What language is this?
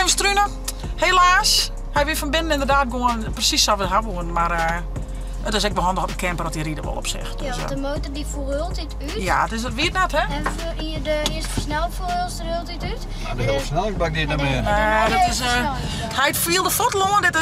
Western Frisian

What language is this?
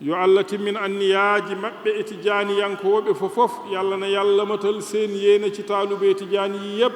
Fula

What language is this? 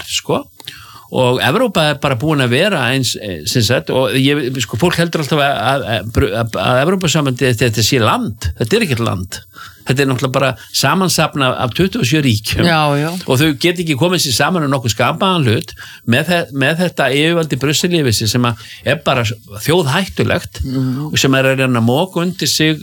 Icelandic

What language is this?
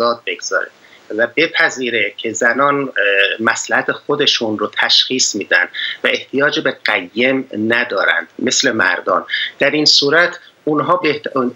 Persian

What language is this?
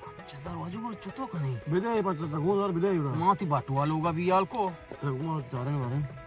Baluchi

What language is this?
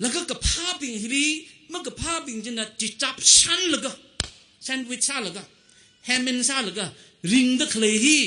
Tangkhul Naga (India)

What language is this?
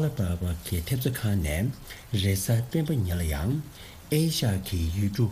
Tibetan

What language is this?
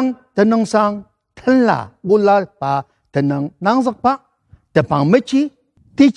Ao Naga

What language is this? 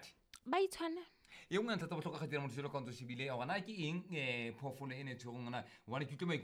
Southern Sotho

